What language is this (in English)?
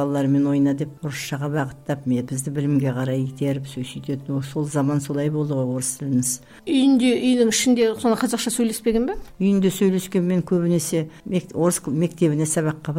Kazakh